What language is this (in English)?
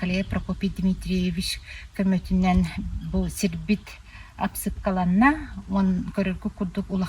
Yakut